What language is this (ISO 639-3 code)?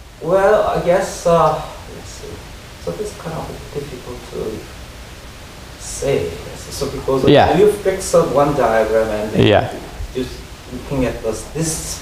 eng